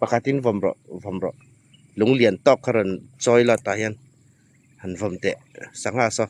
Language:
Hmar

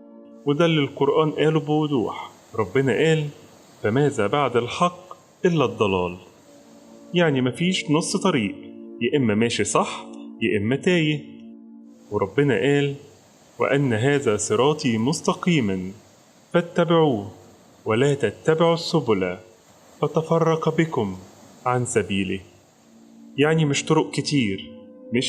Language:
Egyptian Arabic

